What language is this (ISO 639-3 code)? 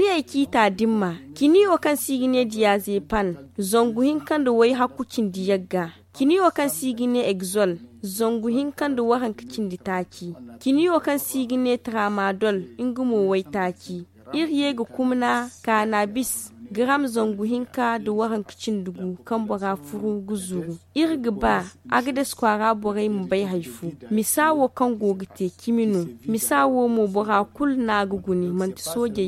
dje